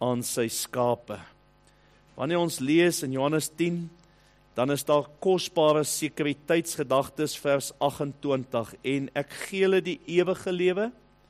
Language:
Afrikaans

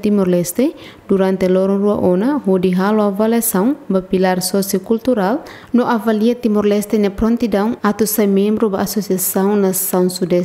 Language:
Tetum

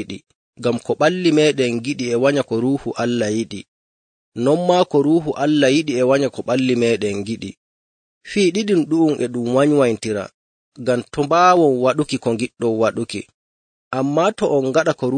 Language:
Nigerian Fulfulde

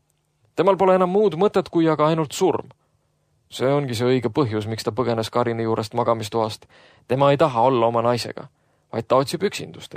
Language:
Estonian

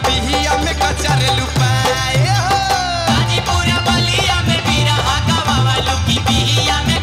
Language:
Bhojpuri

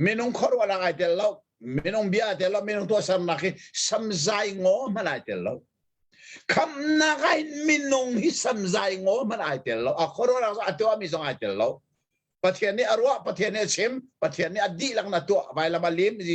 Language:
Hakha Chin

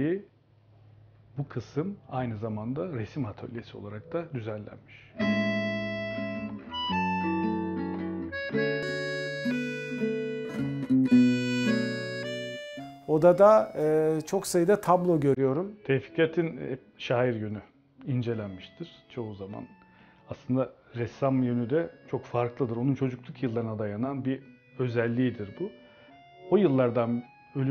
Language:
Turkish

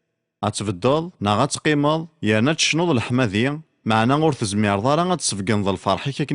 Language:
Kabyle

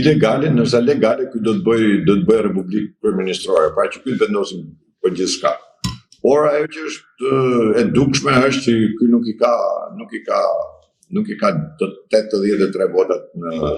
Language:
Albanian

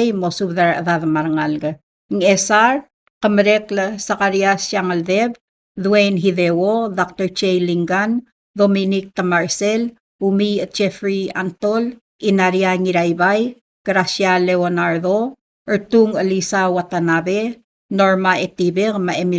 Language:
Palauan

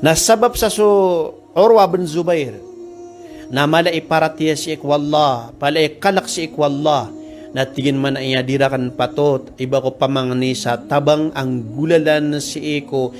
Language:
Maranao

